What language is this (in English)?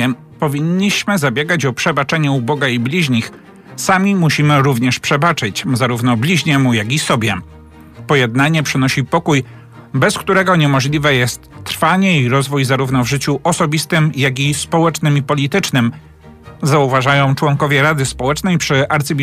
Polish